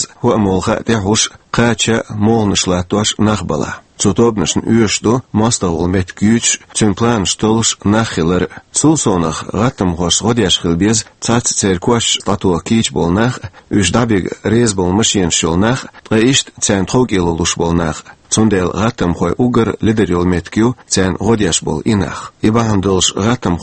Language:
Chechen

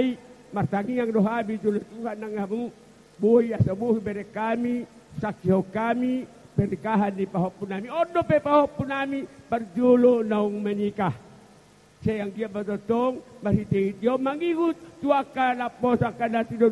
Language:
Batak Toba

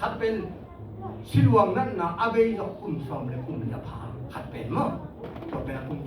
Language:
Tedim Chin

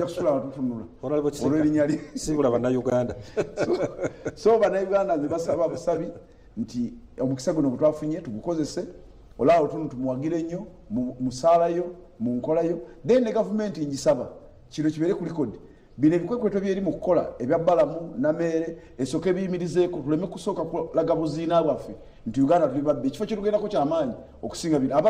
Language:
Ganda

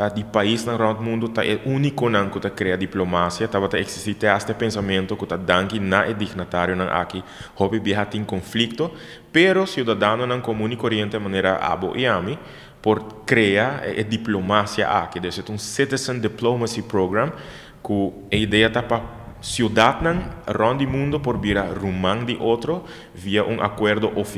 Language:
Papiamento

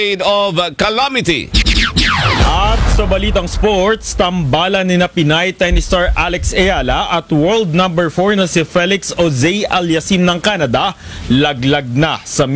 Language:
Filipino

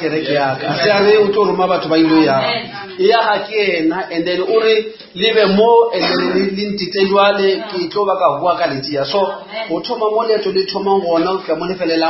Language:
Northern Sotho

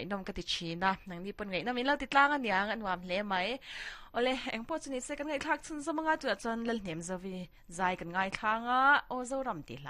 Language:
Mizo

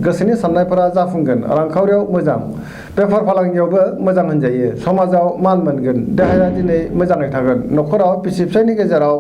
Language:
Bodo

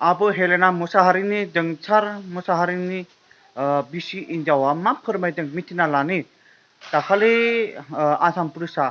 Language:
Bodo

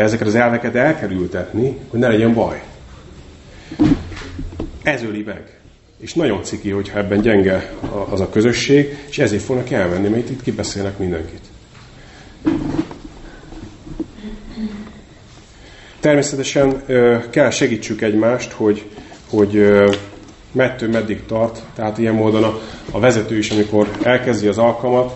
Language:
Hungarian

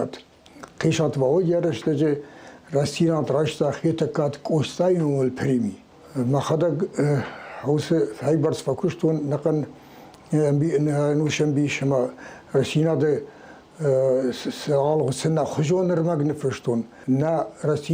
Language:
Ossetic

